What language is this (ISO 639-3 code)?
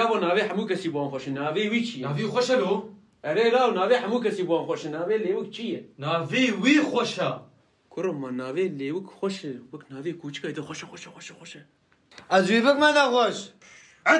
kur